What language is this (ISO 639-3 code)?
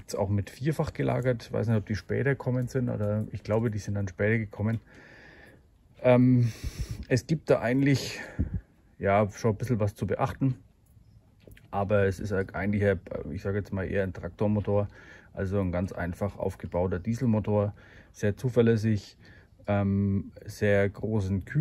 deu